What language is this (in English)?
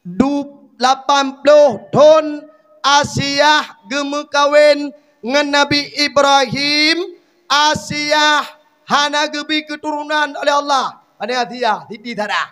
Achinese